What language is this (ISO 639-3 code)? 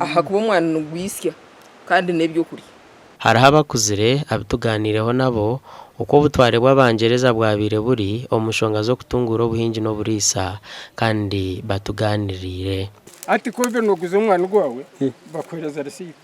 nyn